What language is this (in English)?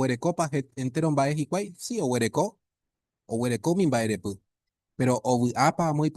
Guarani